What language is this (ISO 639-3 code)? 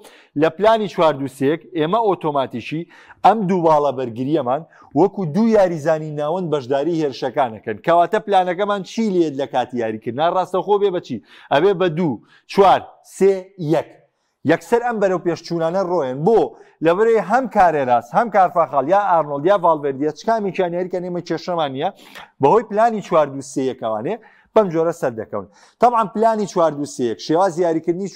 ckb